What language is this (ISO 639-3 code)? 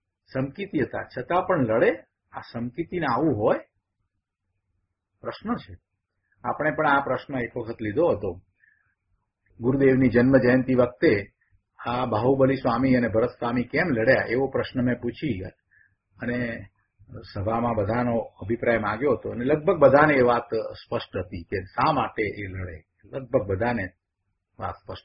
guj